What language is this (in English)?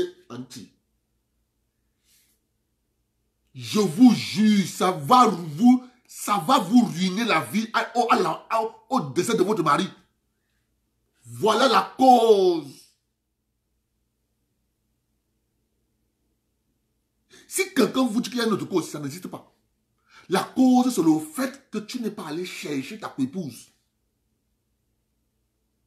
French